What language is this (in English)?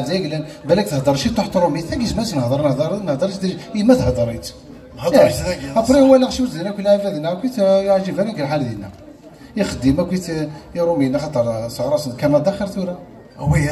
Kabyle